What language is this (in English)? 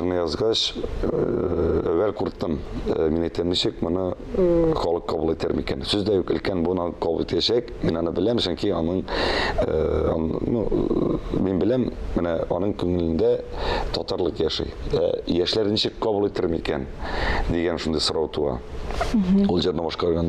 Tatar